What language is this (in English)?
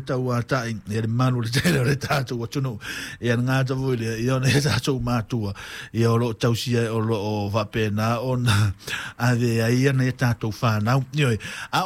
Samoan